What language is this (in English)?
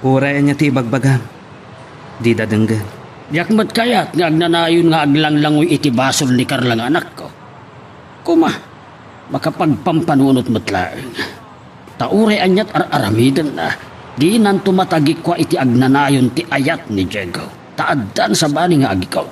Iloko